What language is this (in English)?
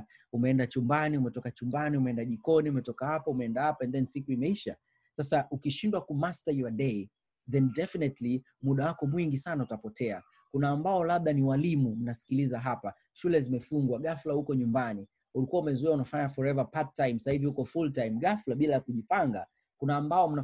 Swahili